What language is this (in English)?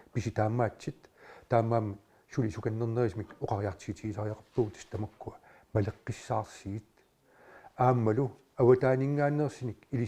Kalaallisut